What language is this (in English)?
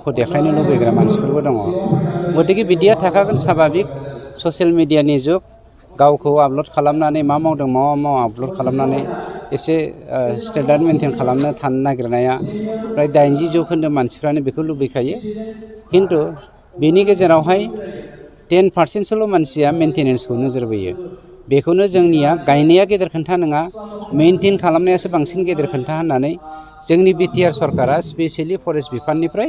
Bodo